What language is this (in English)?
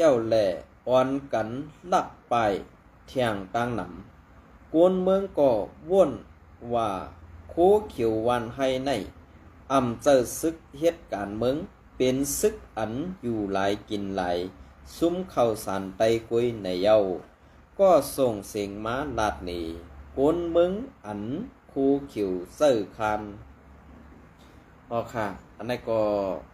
Shan